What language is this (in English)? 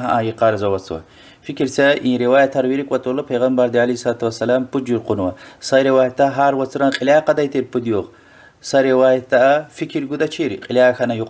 Lezghian